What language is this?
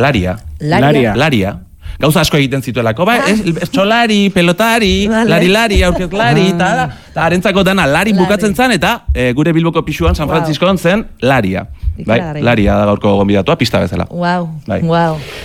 Basque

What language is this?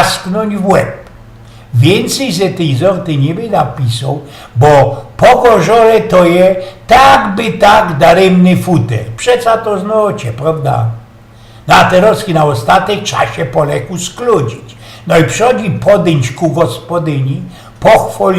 Silesian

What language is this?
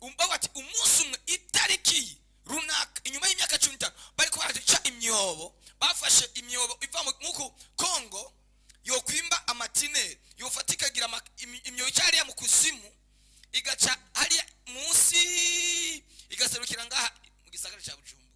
Rundi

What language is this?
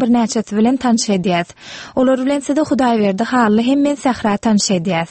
Turkmen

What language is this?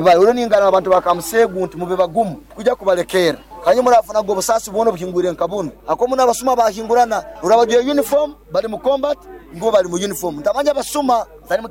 Nyoro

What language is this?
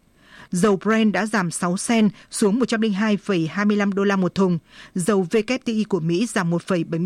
Vietnamese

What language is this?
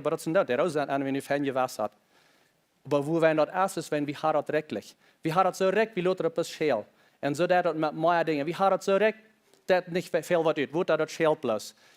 Plautdietsch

